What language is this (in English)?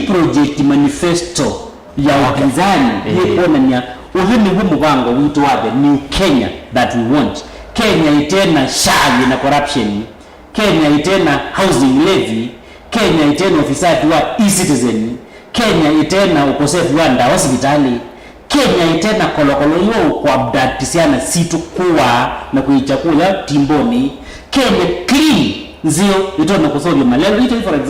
Kamba